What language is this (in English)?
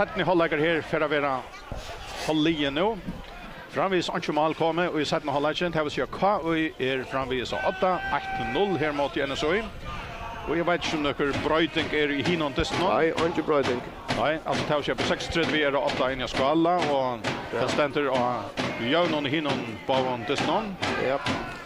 Faroese